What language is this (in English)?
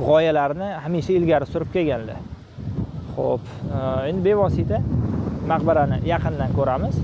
Uzbek